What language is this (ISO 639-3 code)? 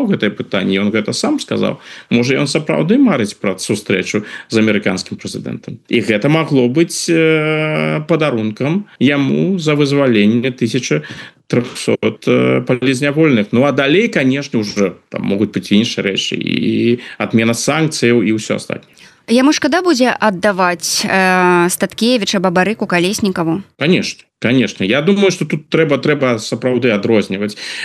bel